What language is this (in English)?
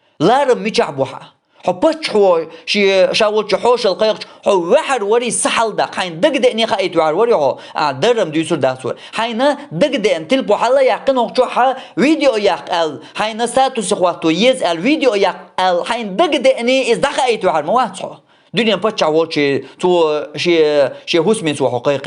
Chechen